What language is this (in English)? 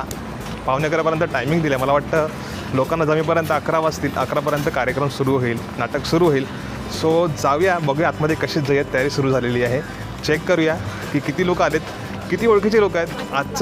Marathi